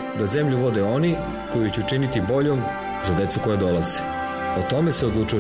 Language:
Serbian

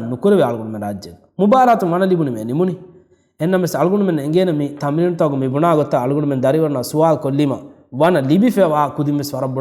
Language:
Divehi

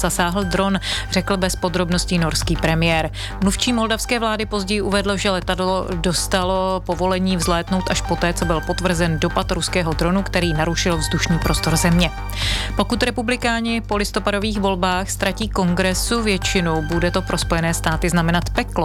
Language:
Czech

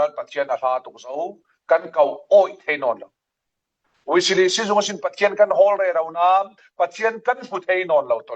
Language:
Falam Chin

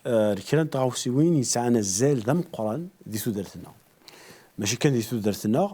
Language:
Kabyle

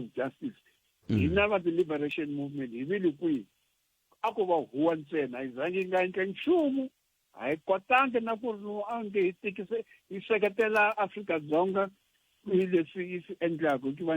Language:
Tsonga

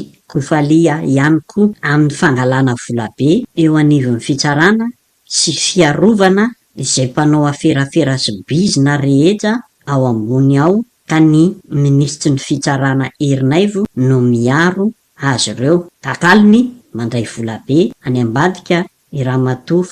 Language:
Malagasy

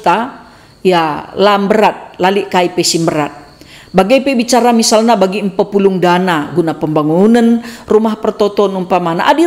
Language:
Batak Karo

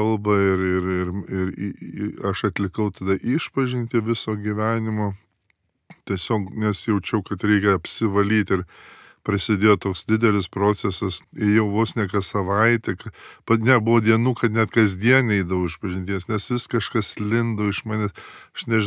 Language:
Lithuanian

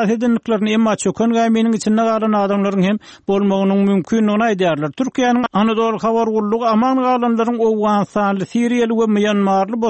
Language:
Turkmen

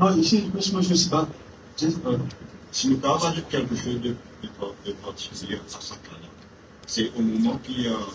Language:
Morisyen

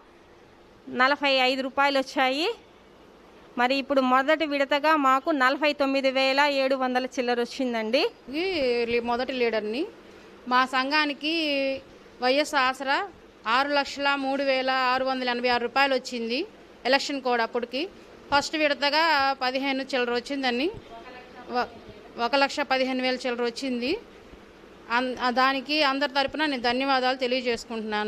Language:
Telugu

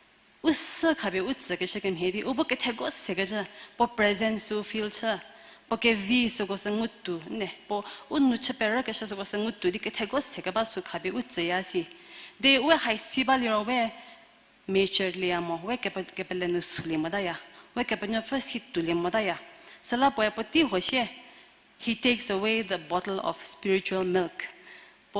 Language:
Angami Naga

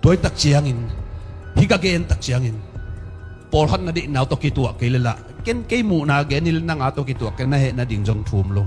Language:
Tedim Chin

